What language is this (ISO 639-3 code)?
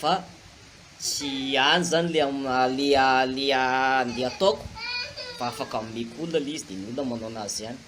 mlg